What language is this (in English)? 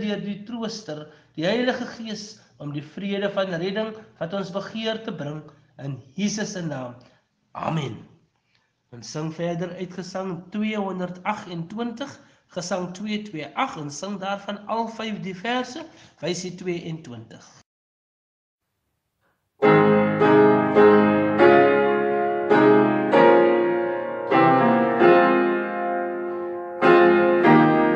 Afrikaans